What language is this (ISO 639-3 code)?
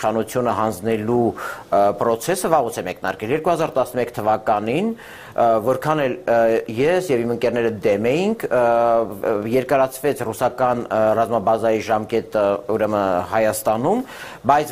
hye